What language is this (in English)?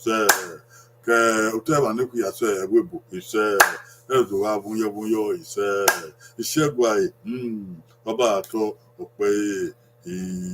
Bini